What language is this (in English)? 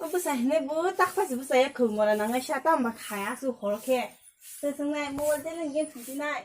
Kok Borok